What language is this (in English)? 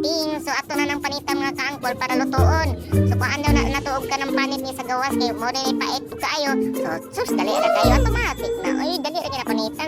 Cebuano